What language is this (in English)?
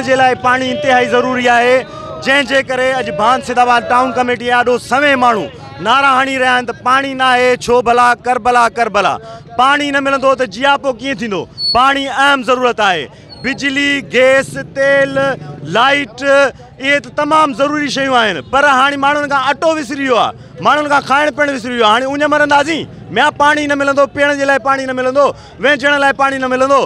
Sindhi